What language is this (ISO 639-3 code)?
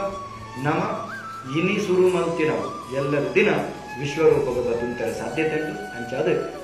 tcy